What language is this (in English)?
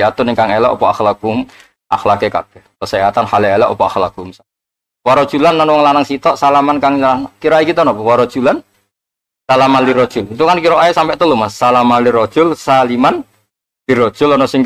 Javanese